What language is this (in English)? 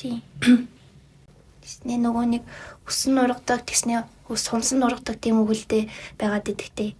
Mongolian